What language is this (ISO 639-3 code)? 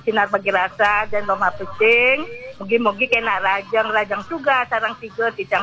ban